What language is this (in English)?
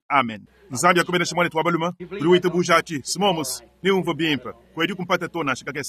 Luba-Lulua